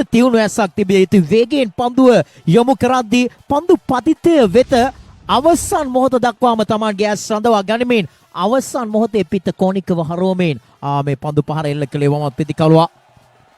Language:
Sinhala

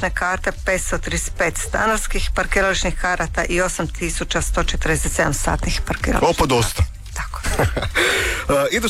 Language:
Croatian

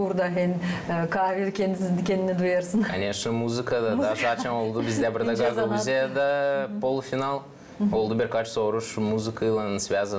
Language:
Gagauz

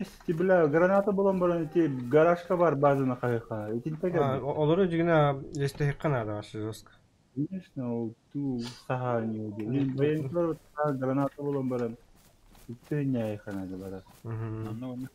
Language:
Yakut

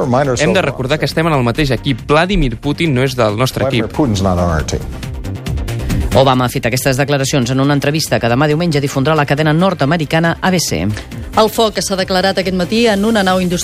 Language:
Catalan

